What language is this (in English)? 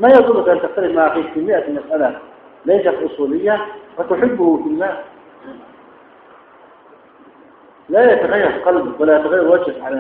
Arabic